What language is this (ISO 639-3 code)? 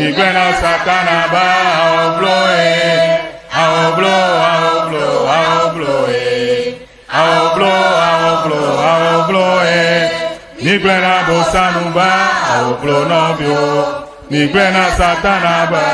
ewe